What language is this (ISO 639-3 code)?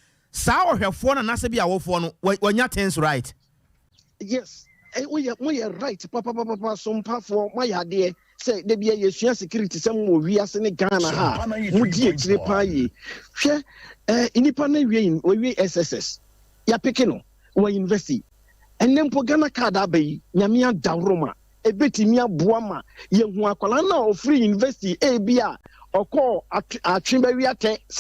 aka